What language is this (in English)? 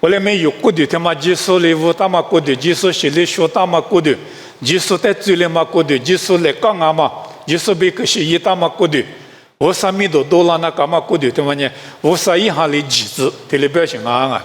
Lisu